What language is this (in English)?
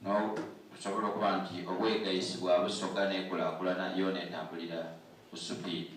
Soga